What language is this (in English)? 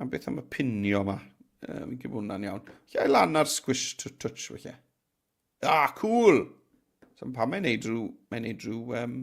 Welsh